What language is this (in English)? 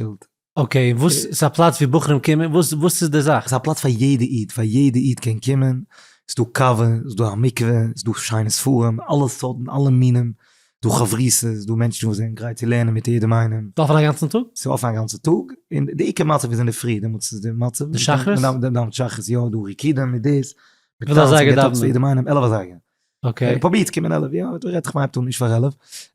Yiddish